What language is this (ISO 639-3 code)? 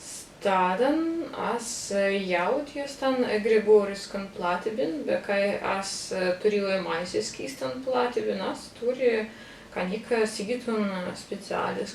prg